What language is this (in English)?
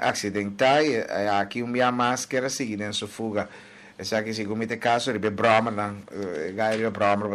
Papiamento